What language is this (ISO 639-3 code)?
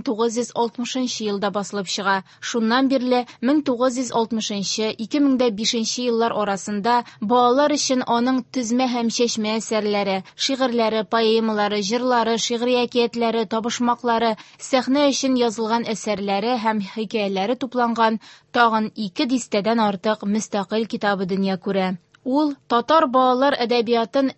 tat